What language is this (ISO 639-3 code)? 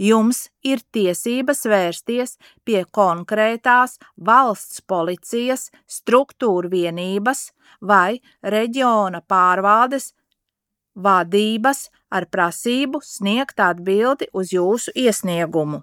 lav